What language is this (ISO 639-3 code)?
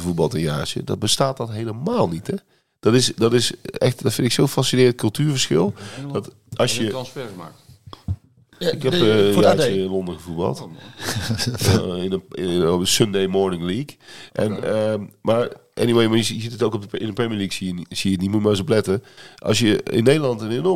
nld